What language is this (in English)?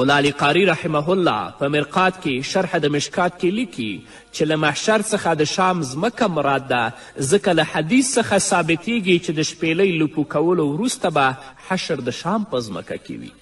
Pashto